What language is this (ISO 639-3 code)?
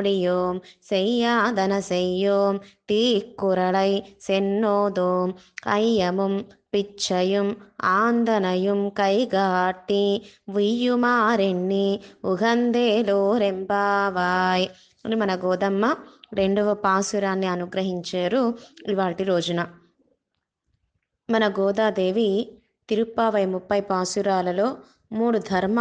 tel